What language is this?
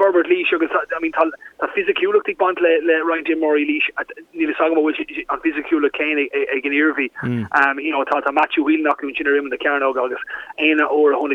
Irish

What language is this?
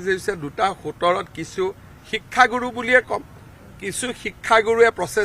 Assamese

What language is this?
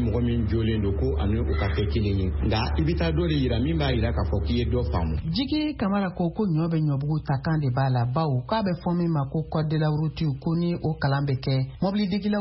Bambara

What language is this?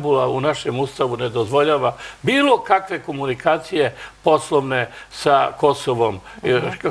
Serbian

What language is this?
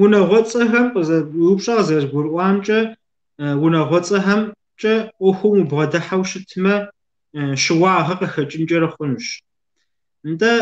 Kabardian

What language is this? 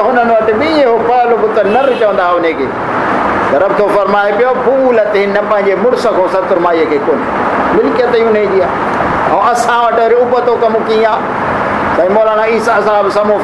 Sindhi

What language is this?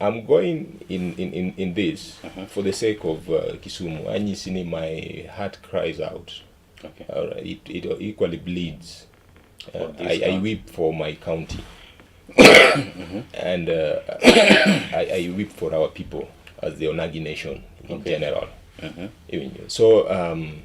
Luo (Kenya and Tanzania)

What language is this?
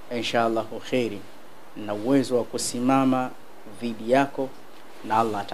Swahili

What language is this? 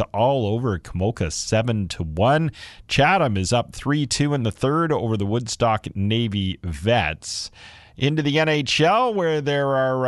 English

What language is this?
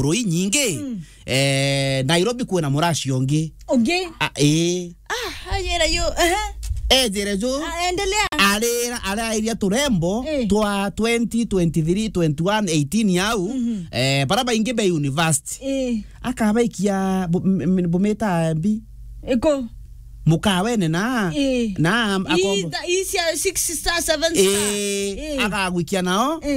Meru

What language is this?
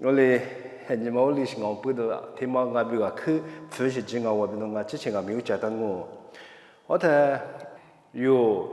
Lisu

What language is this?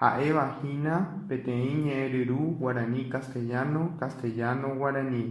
Guarani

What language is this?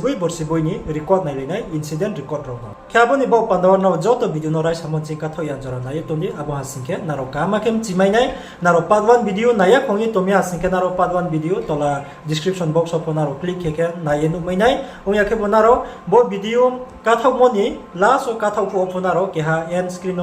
Riang (India)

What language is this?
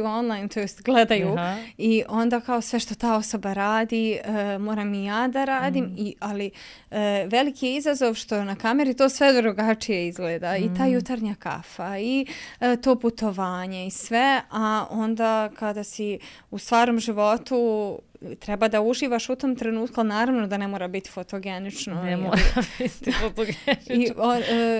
Serbian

